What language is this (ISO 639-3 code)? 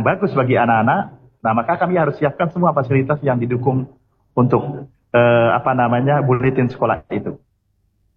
ind